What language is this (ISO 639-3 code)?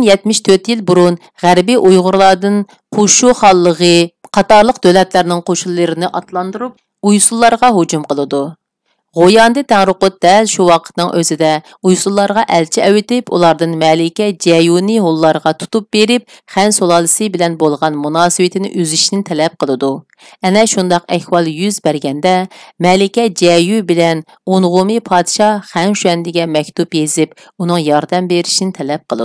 uig